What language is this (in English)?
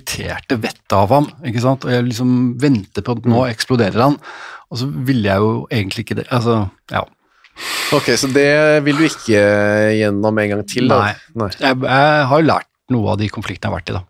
Norwegian